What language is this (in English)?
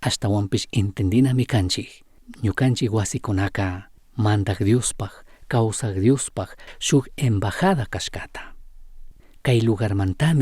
Chimborazo Highland Quichua